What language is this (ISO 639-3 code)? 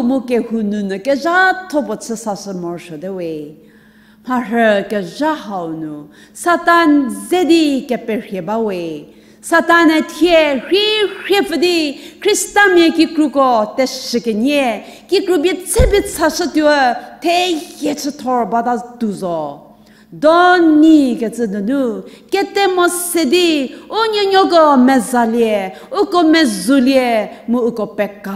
njm